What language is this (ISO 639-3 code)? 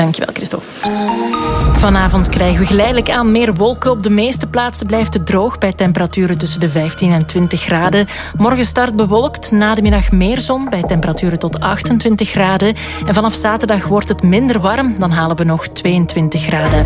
nld